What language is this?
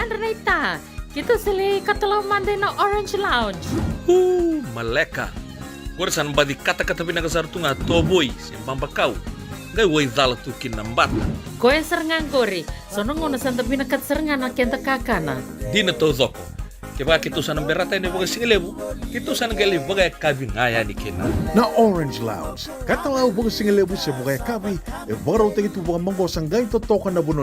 Fijian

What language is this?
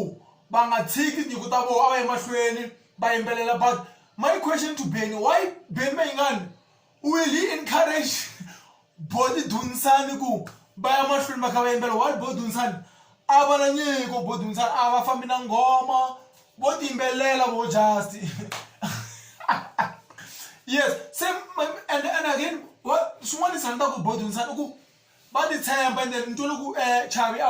Tsonga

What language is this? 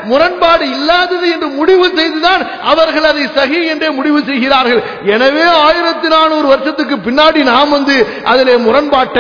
Tamil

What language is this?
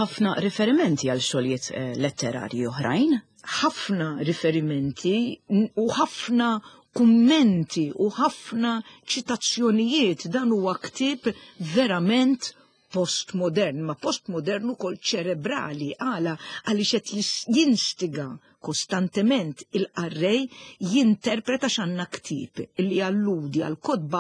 Maltese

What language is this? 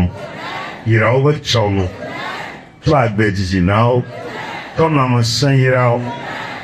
Ewe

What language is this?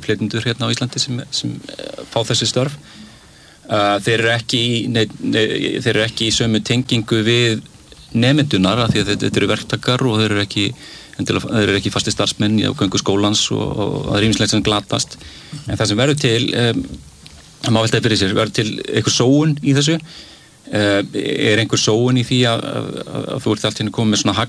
Icelandic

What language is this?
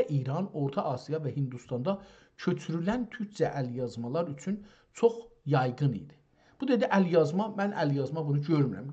South Azerbaijani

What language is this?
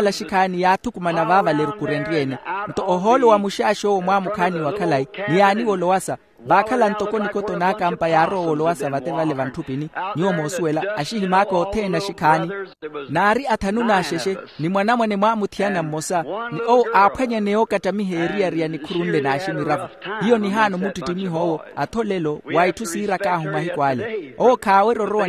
Makhuwa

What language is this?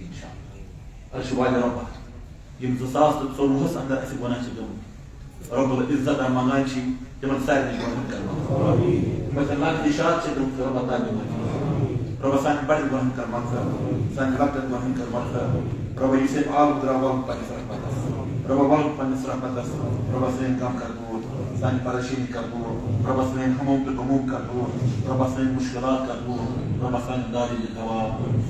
Kashmiri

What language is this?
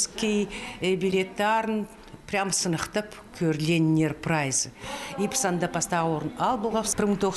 Khakas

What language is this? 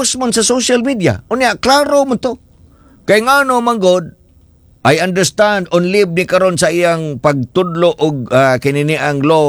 Cebuano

